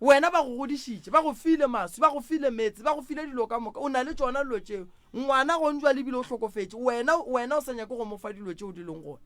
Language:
Northern Sotho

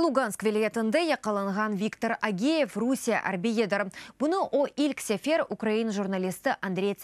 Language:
Crimean Tatar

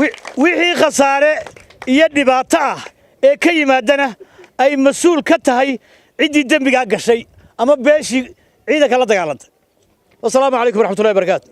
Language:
Somali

